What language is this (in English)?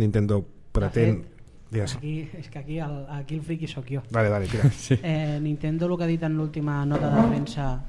Catalan